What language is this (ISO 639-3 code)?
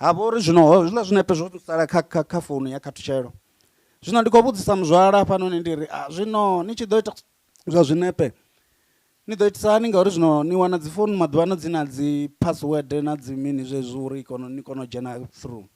ven